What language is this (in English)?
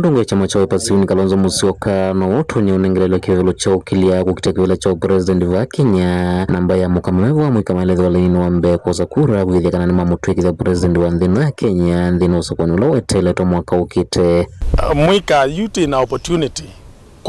Kamba